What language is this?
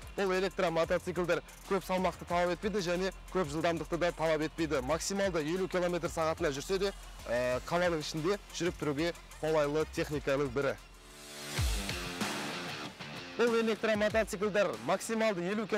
Kazakh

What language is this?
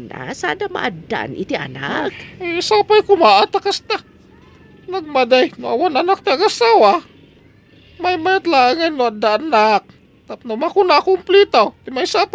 Iloko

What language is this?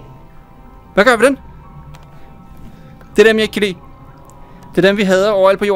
Danish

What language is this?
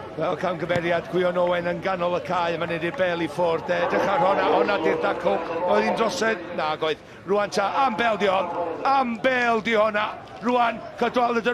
Welsh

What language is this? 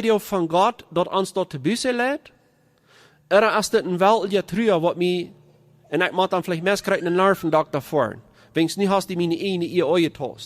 Plautdietsch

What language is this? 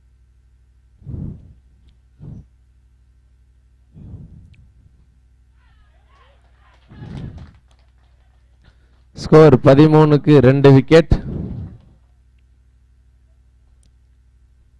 Tamil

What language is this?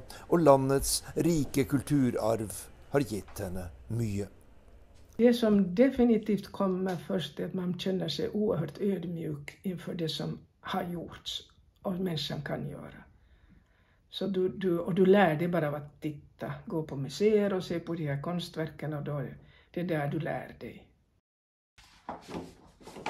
Norwegian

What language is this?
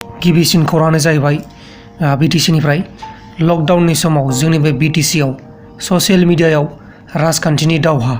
Bodo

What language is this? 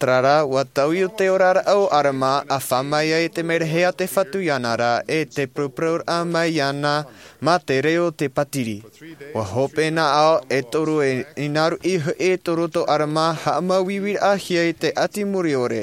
Tahitian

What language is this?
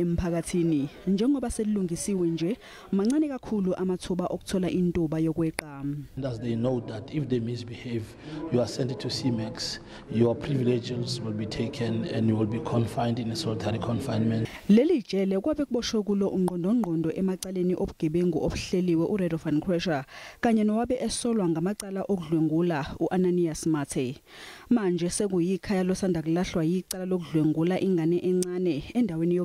Zulu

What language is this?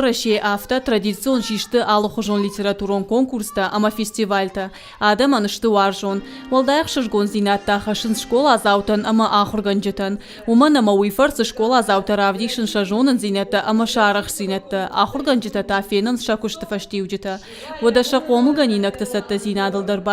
Ossetic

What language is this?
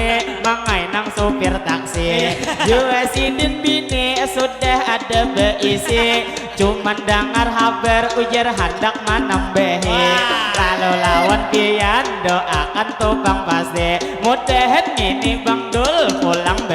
Banjar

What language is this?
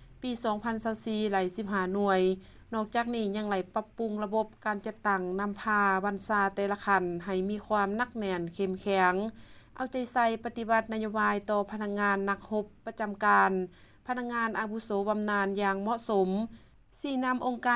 Lao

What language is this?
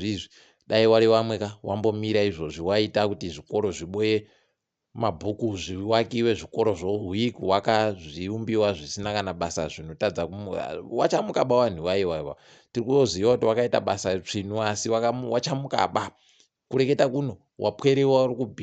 Ndau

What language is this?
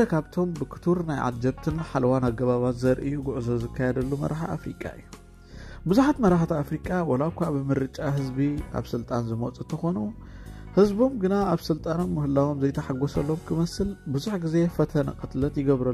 Tigrinya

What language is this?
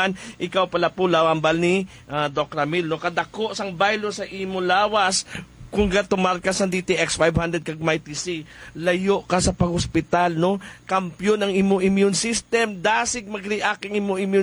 Hiligaynon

